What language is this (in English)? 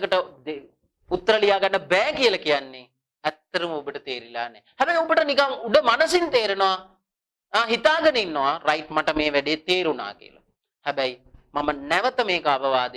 Sinhala